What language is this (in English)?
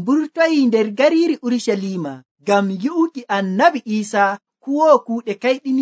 Nigerian Fulfulde